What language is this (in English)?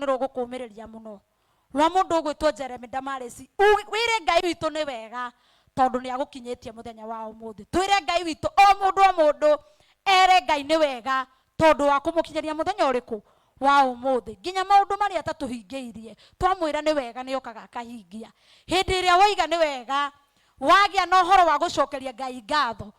Kikuyu